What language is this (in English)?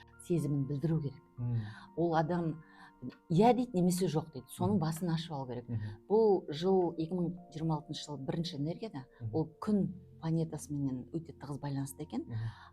Kazakh